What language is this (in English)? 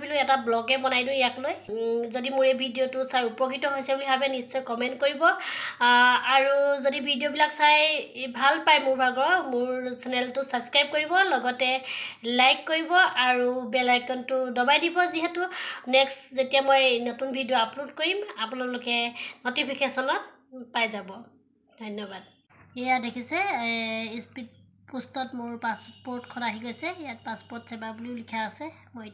Assamese